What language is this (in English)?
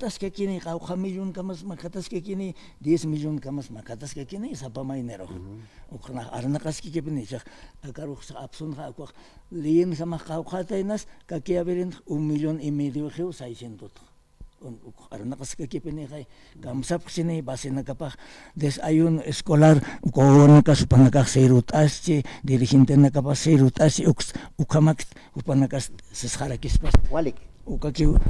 Aymara